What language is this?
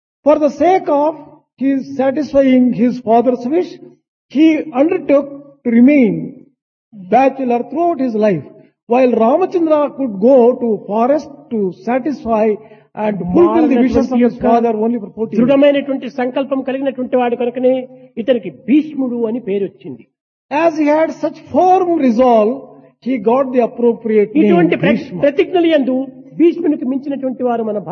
Telugu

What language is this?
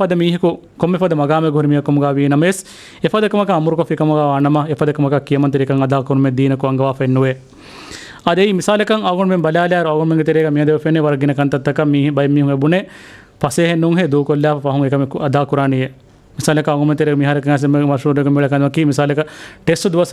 Divehi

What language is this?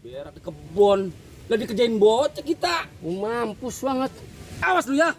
Betawi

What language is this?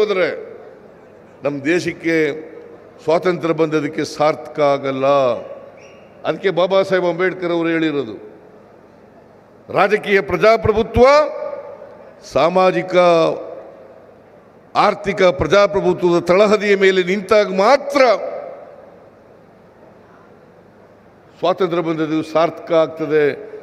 Kannada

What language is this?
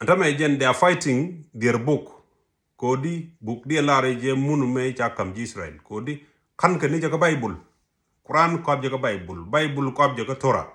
Nuer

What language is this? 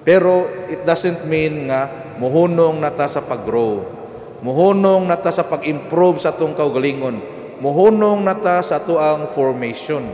Cebuano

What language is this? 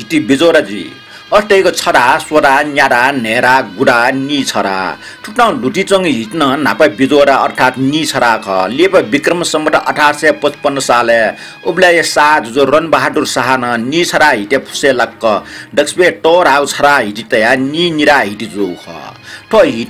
Newari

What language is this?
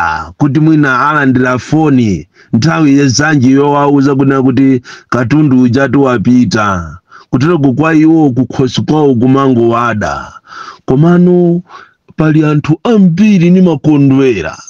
Nyanja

